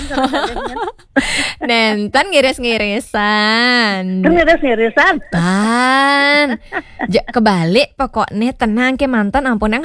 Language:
Balinese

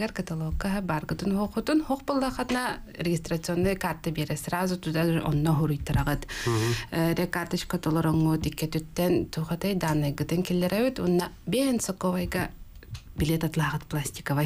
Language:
Yakut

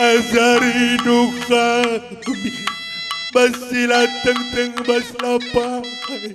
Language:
Batak Karo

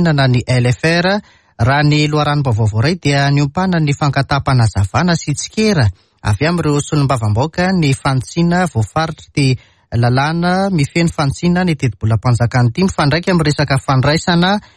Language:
Malagasy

